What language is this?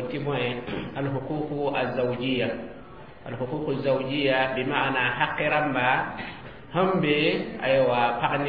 Mossi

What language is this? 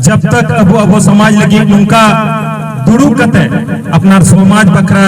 Santali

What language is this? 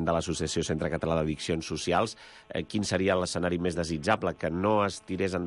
Catalan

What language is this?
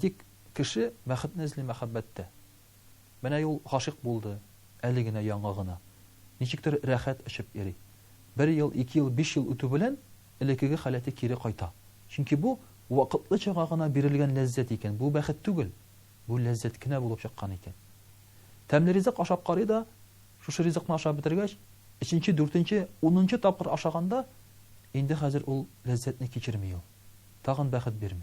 Tatar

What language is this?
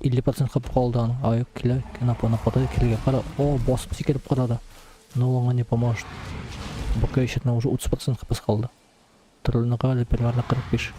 Tatar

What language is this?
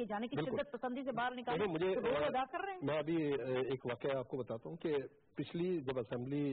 Urdu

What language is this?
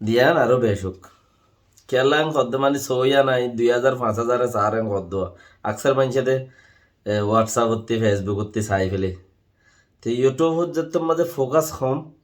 Rohingya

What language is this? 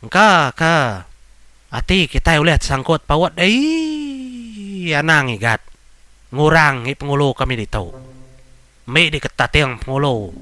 Iban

